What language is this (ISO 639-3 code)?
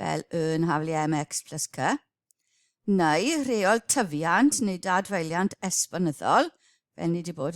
cym